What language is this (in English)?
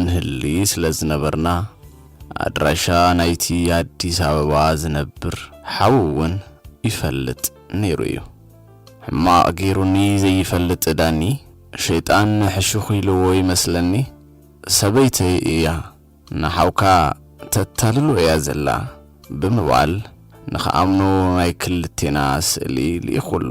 Tigrinya